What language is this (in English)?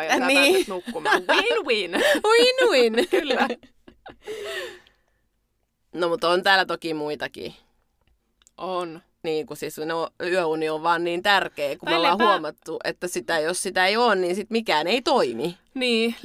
Finnish